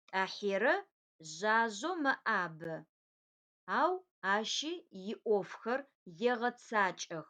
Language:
Adyghe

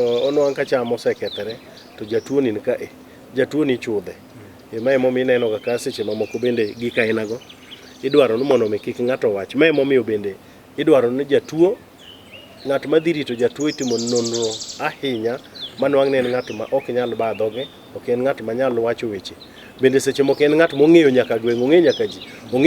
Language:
Luo (Kenya and Tanzania)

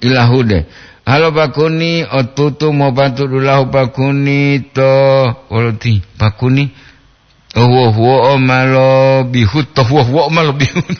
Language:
Gorontalo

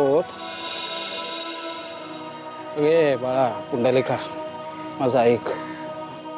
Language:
Marathi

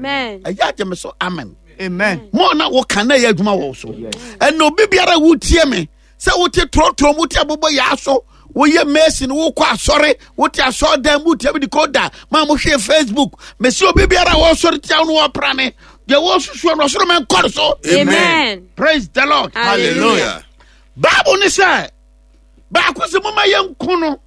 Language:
Akan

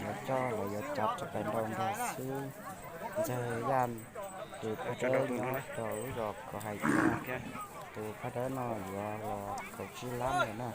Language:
Hmong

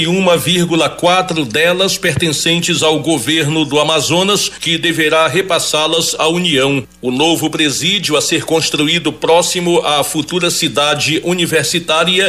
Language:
Portuguese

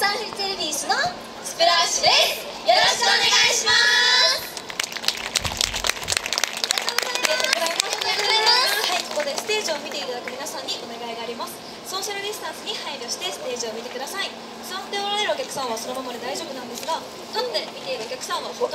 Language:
Japanese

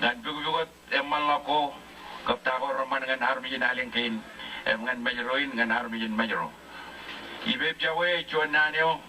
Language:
Marshallese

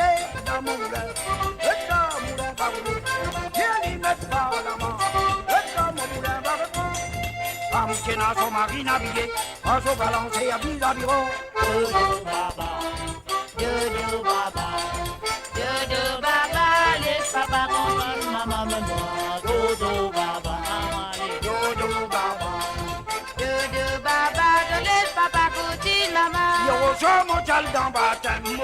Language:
Morisyen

